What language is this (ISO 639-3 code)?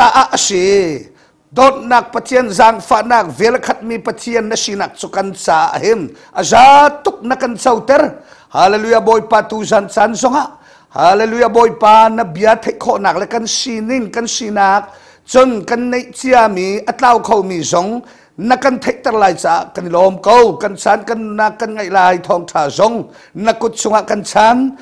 cnh